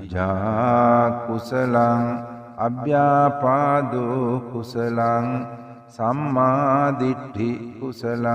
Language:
Sinhala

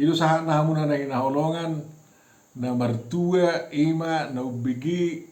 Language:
Batak Toba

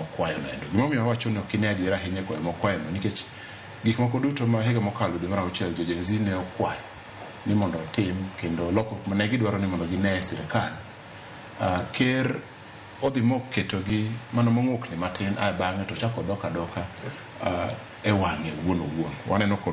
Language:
Luo (Kenya and Tanzania)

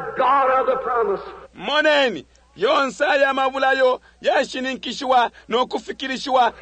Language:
Bemba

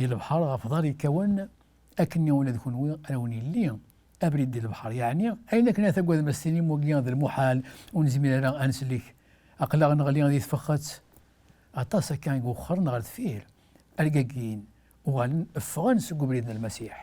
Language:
Kabyle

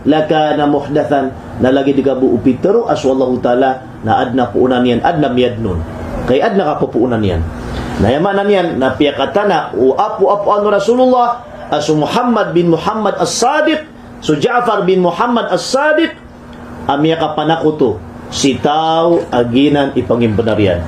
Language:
Maranao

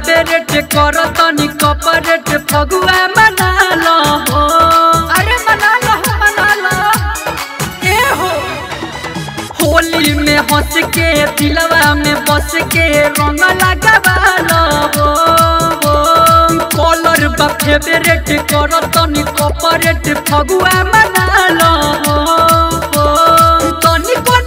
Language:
Bhojpuri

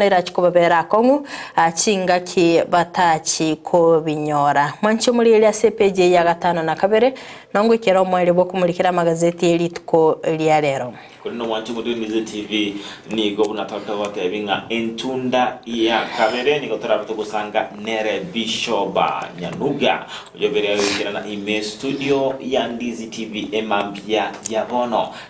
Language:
Gusii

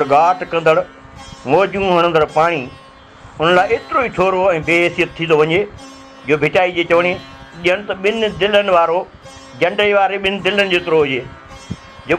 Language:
Sindhi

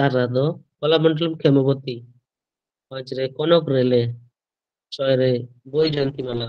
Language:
Santali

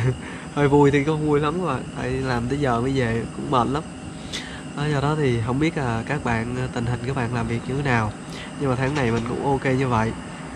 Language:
Vietnamese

